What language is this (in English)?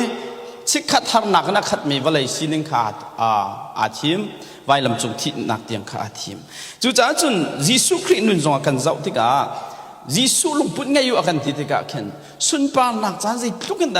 Hakha Chin